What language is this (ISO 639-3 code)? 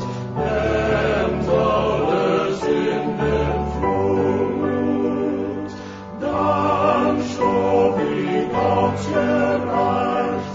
pdt